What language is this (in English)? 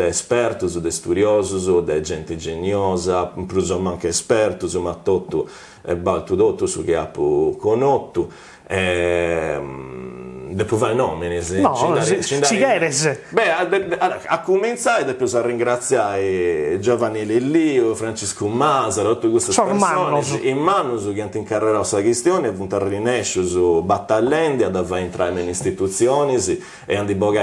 Sardinian